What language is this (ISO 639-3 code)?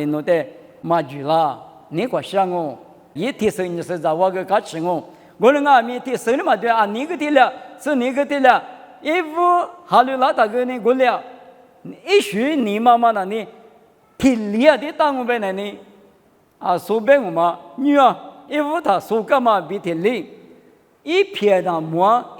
lis